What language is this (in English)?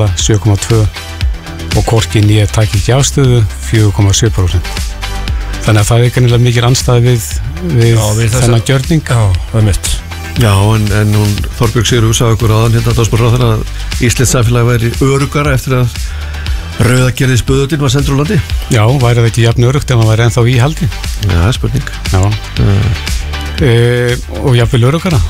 Icelandic